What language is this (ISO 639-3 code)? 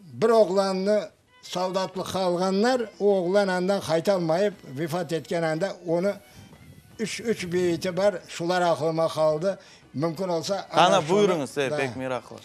crh